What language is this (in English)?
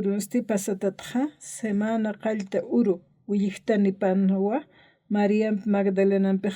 Aymara